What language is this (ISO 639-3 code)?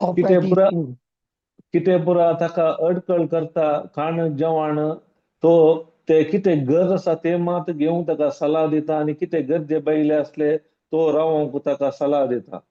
kok